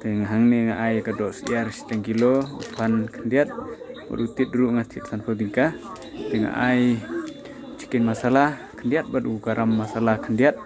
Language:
Khasi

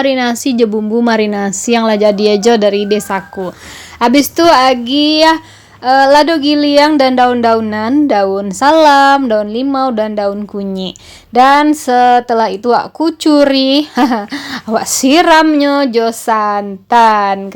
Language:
Minangkabau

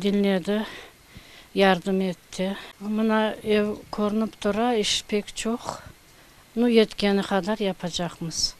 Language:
Crimean Tatar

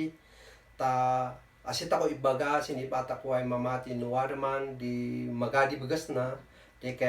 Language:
Kankanaey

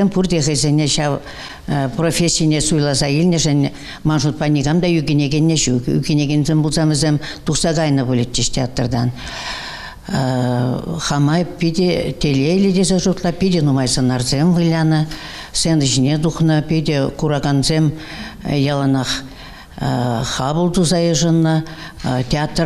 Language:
Chuvash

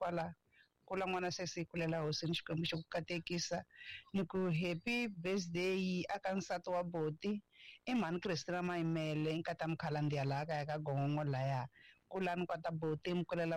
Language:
Tsonga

